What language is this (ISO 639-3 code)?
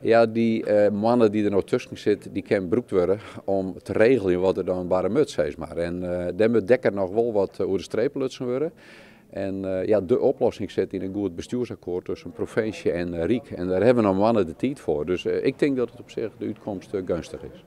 fry